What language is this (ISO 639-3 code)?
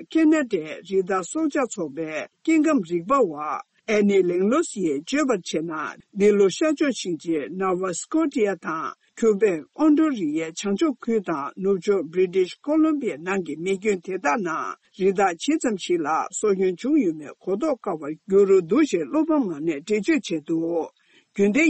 bod